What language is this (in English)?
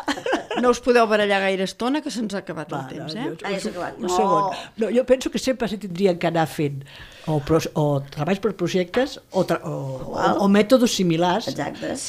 Catalan